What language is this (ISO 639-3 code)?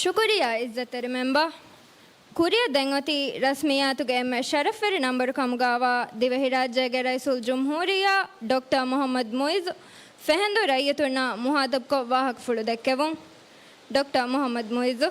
div